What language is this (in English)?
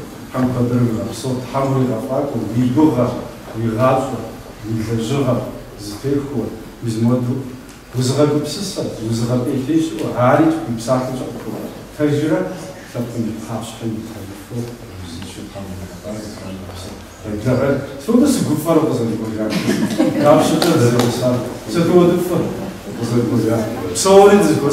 Kabardian